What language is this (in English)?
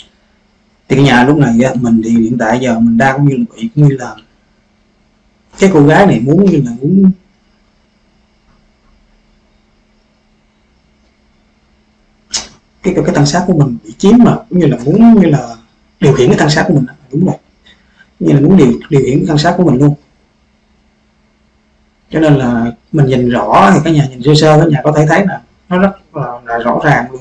Vietnamese